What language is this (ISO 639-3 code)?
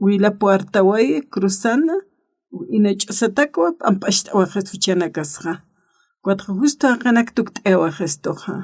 aym